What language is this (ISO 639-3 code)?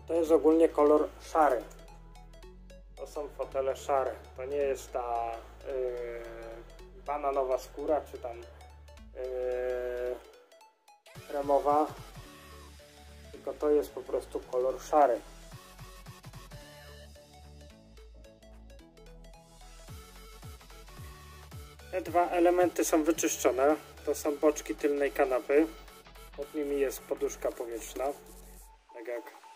pol